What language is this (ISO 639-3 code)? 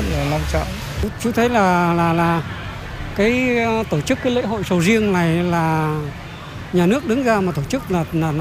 vie